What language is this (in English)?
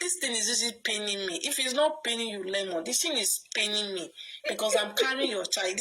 Nigerian Pidgin